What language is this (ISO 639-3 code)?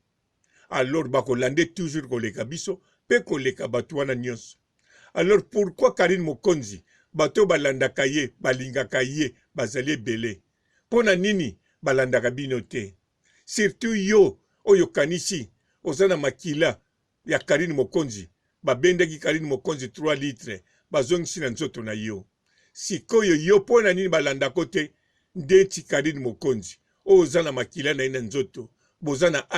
lin